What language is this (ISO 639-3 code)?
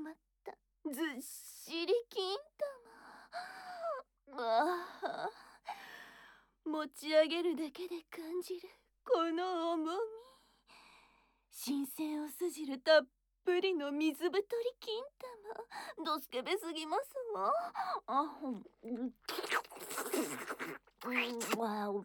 jpn